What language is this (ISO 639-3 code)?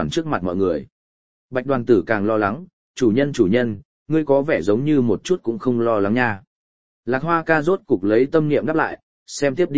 vie